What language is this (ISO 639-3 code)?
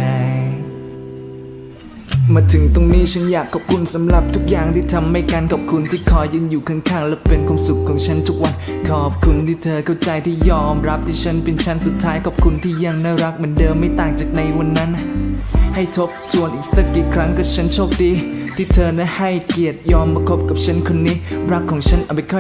tha